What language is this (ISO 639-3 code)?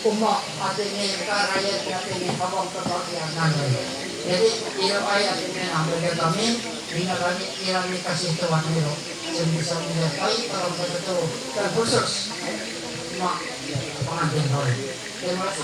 mhy